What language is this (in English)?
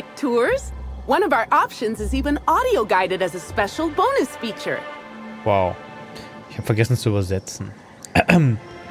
German